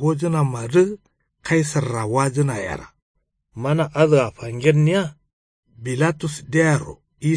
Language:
Kanuri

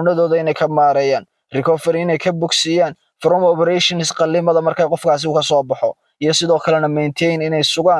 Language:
Somali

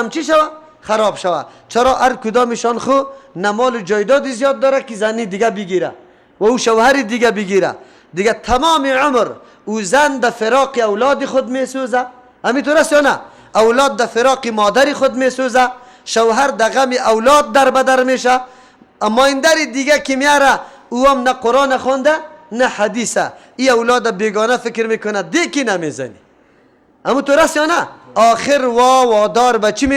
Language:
Persian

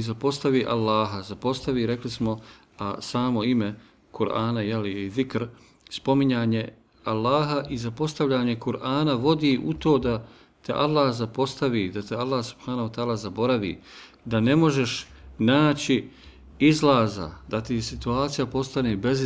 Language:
Bosnian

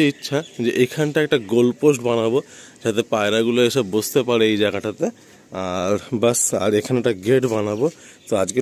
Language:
Bangla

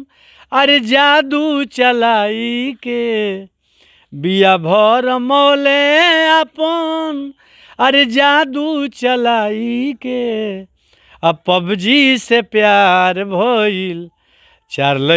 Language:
Bhojpuri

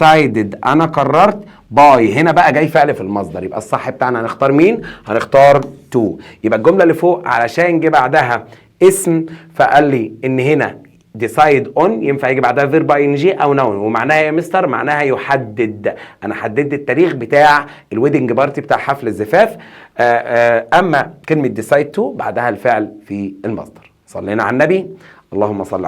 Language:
Egyptian Arabic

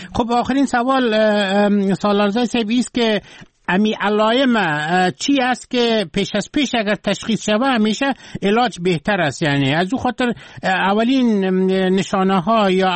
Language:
Persian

